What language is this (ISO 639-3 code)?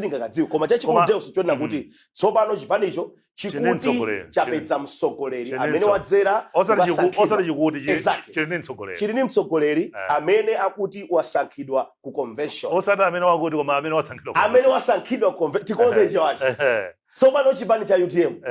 nya